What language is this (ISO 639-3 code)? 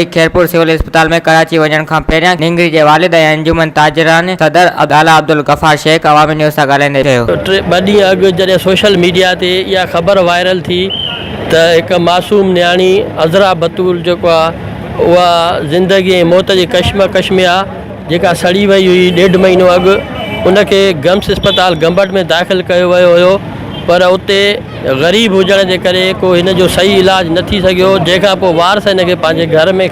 snd